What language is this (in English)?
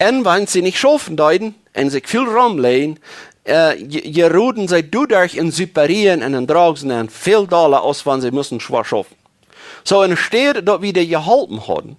Plautdietsch